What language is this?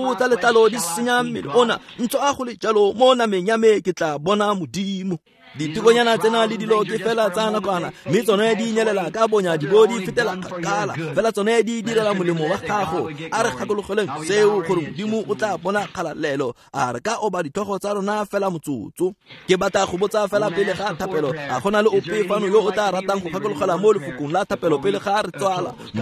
Tswana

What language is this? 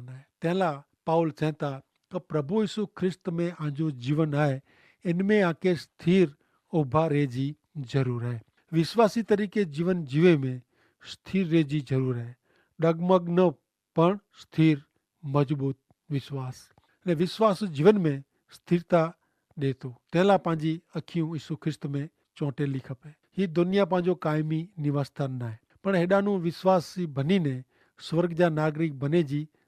Kachhi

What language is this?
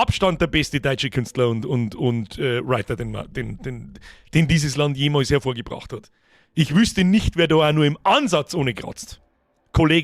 Bavarian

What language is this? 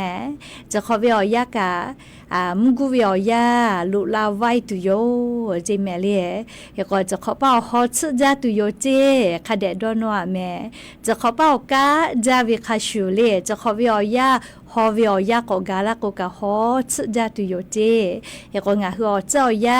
Lahu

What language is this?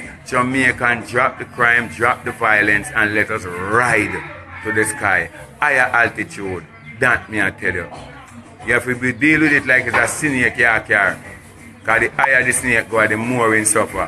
Jamaican Creole English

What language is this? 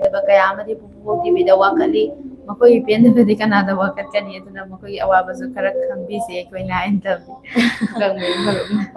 Manipuri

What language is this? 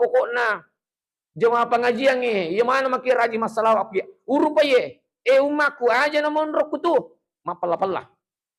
Buginese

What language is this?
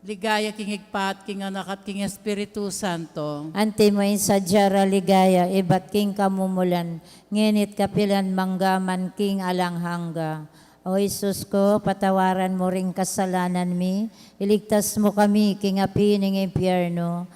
Pampanga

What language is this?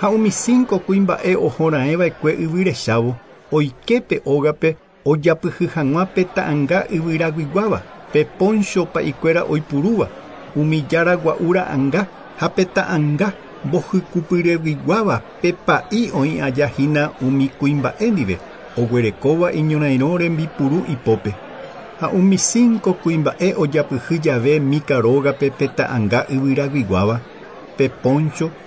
Guarani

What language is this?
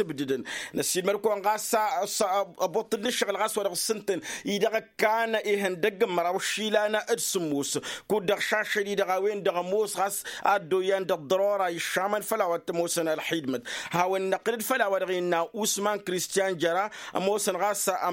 Tamasheq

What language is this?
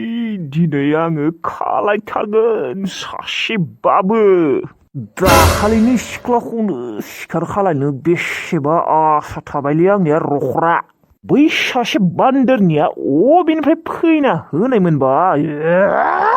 Bodo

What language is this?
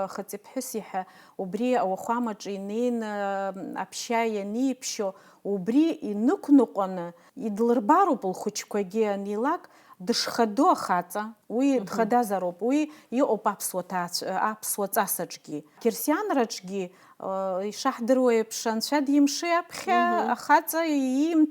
Abkhazian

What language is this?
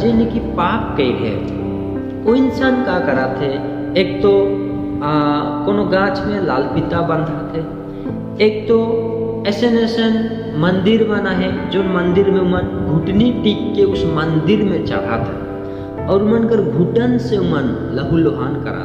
Sadri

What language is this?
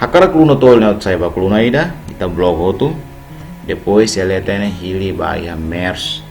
Tetum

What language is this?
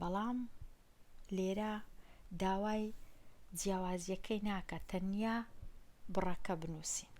Central Kurdish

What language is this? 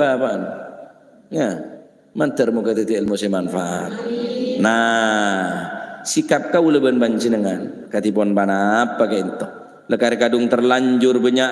Madurese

